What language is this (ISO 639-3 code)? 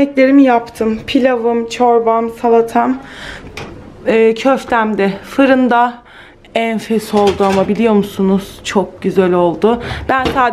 tur